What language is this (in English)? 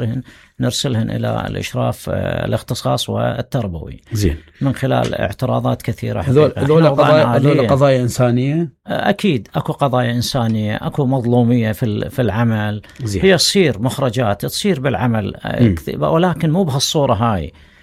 Mesopotamian Arabic